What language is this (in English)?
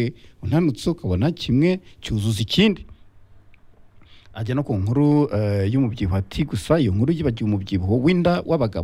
Kinyarwanda